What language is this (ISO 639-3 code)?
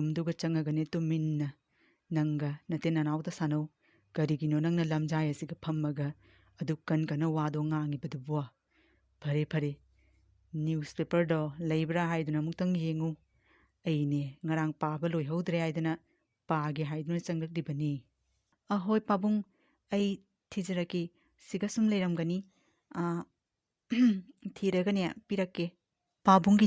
mni